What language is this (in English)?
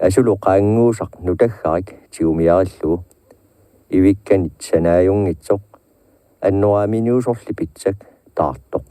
Kalaallisut